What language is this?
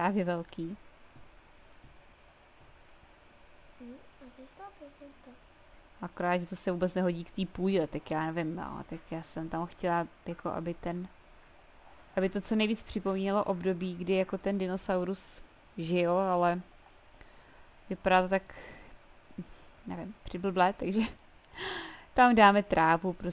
Czech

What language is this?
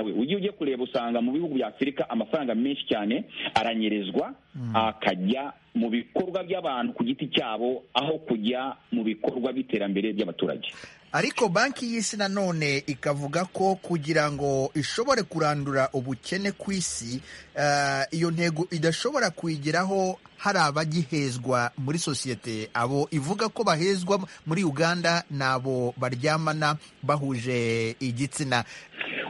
Kinyarwanda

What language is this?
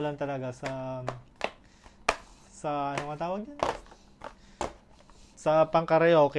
Filipino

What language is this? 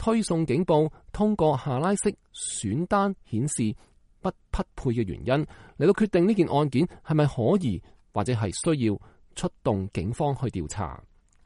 Cantonese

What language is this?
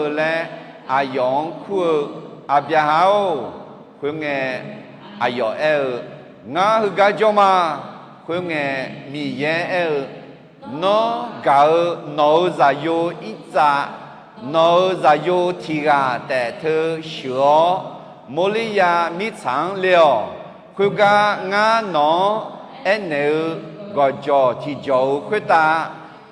Akha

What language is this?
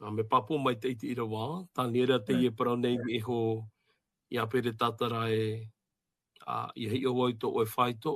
Tahitian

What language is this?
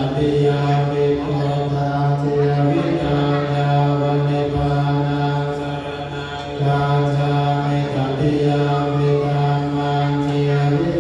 Pali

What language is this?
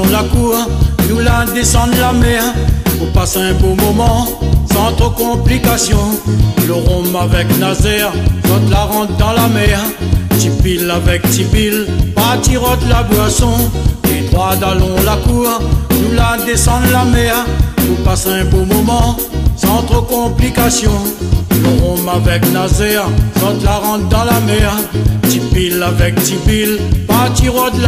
Réunion Creole French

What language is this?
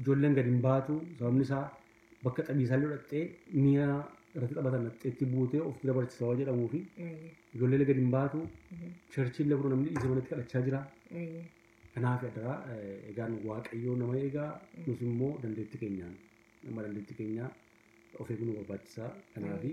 Oromo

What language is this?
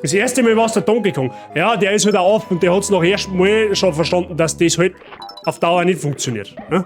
Bavarian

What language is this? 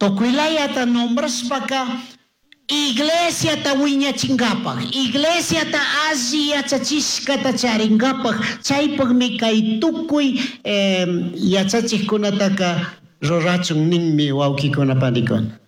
Chimborazo Highland Quichua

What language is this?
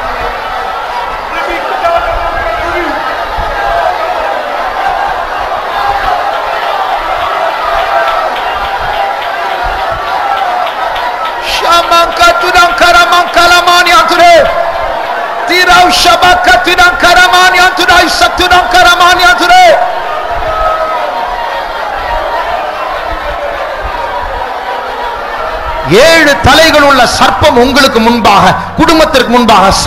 Tamil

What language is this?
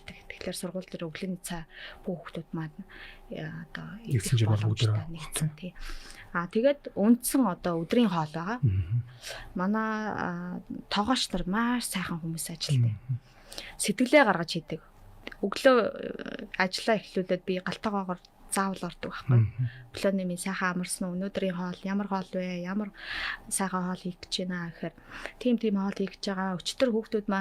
Mongolian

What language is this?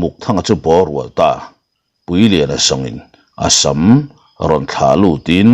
Mizo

